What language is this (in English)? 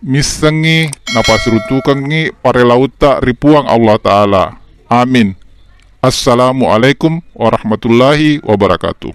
Buginese